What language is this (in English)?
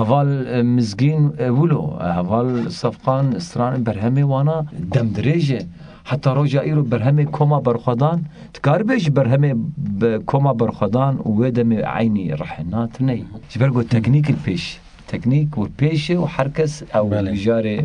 Kurdish